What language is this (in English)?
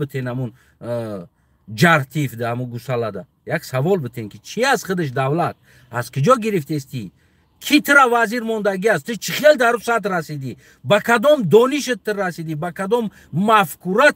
Tajik